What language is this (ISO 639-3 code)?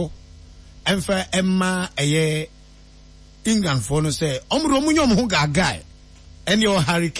aka